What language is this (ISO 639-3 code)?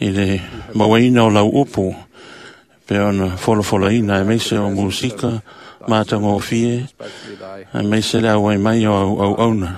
smo